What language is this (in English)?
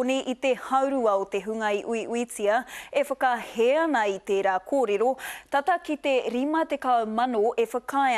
Māori